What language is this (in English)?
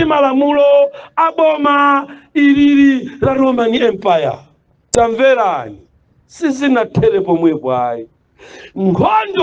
Nyanja